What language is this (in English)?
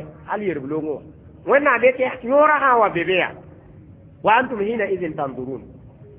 Mossi